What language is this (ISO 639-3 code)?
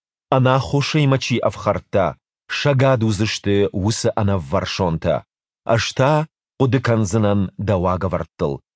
oss